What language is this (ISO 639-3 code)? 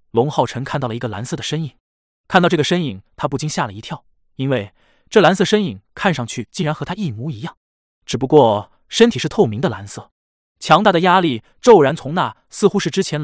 zho